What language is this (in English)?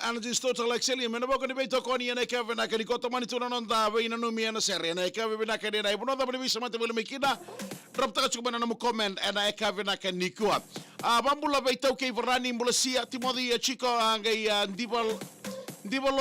Fijian